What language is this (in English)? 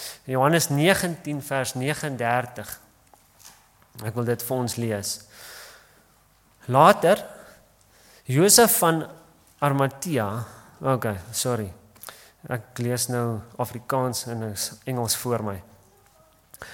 Afrikaans